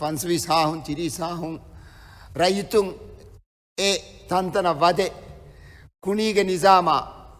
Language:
Divehi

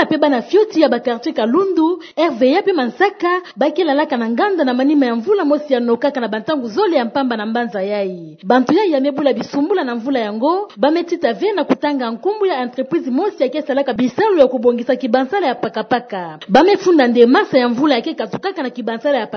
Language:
Kituba (Democratic Republic of Congo)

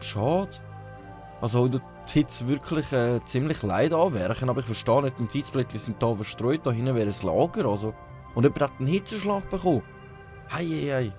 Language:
Swiss German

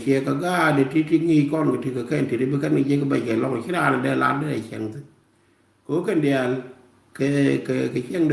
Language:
Nuer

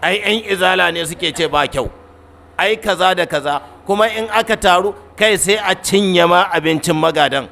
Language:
Hausa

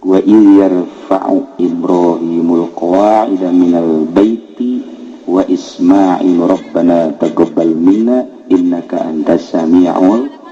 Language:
Sundanese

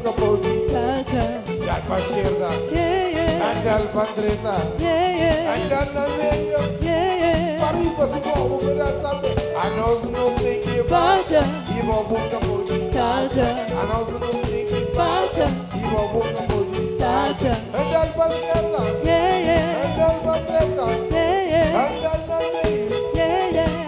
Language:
Kabuverdianu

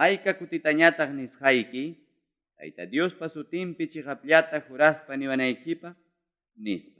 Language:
Ayacucho Quechua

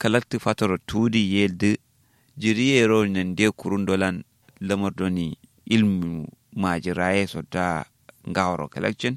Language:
Kanuri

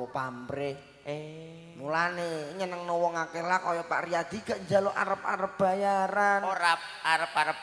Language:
Javanese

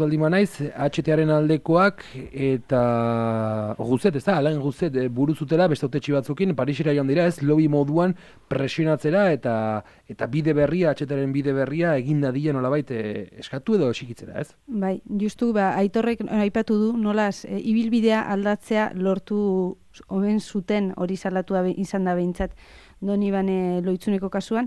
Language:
Basque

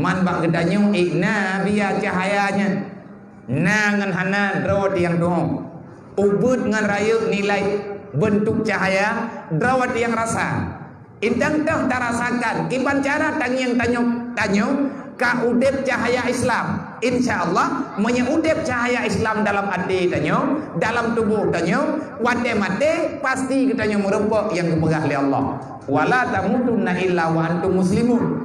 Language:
Achinese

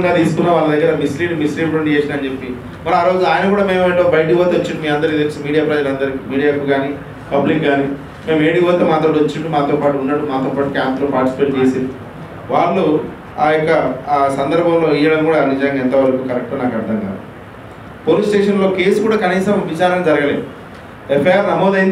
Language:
Telugu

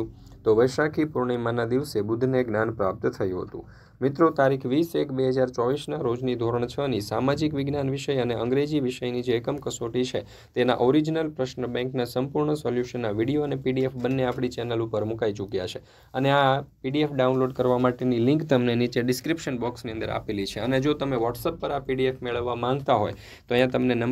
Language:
Gujarati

